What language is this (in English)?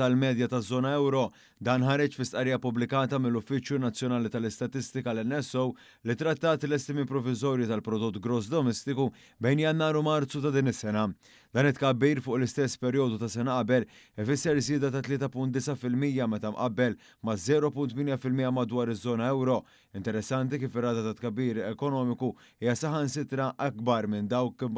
Maltese